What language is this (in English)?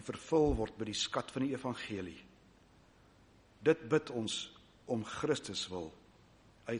Afrikaans